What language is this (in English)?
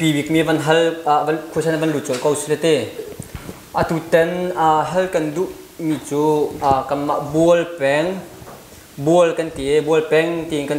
Hakha Chin